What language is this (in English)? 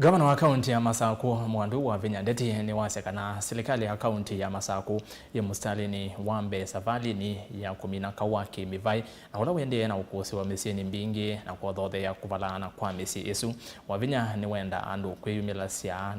Kamba